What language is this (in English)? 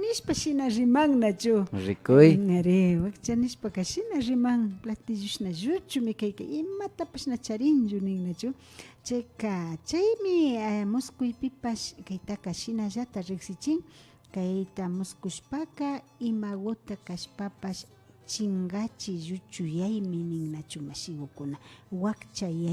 Imbabura Highland Quichua